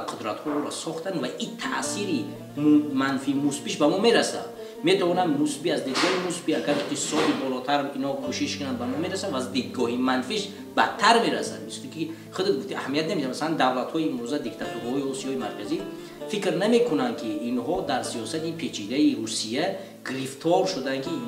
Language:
Tajik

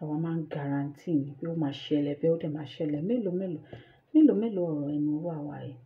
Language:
Yoruba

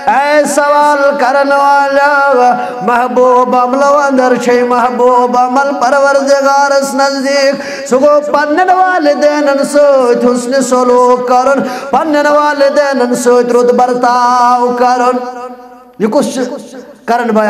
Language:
Kashmiri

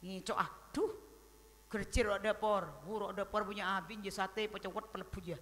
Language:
Madurese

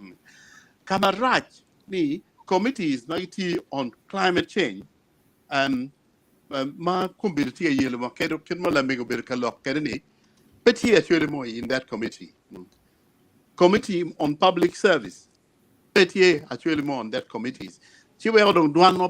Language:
Acoli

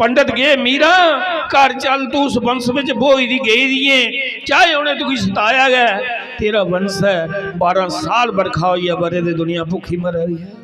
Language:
Dogri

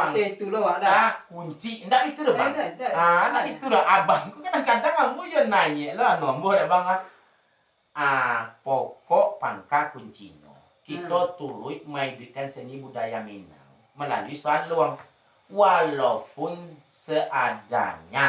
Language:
Minangkabau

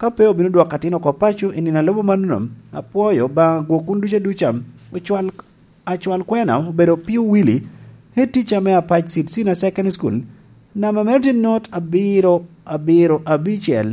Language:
Lango (Uganda)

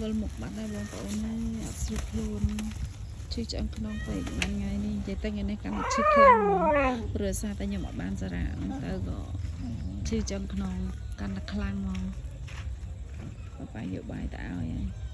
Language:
Khmer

